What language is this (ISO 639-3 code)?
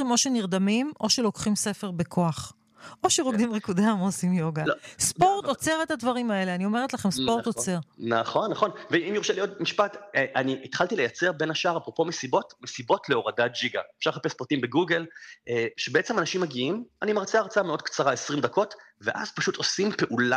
heb